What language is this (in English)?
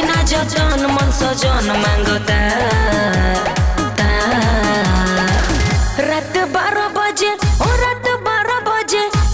Bhojpuri